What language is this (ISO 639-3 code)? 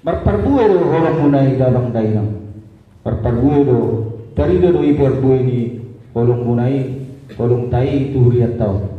bbc